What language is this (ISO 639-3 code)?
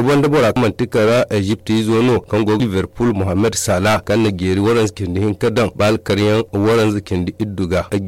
dje